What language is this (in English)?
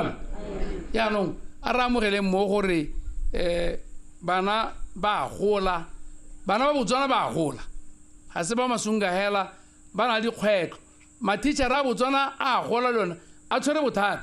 Tswana